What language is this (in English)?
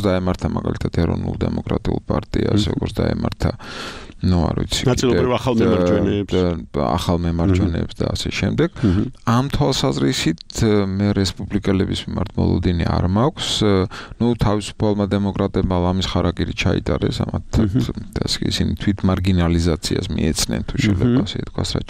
Georgian